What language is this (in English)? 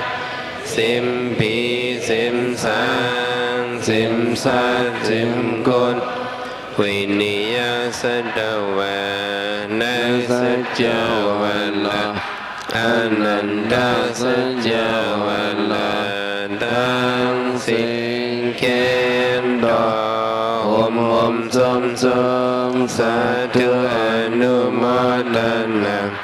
Shan